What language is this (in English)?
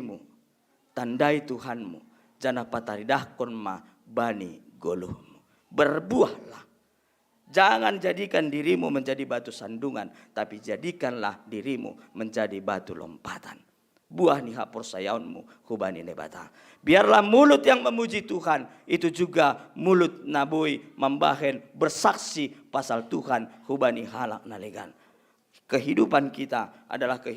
Batak Simalungun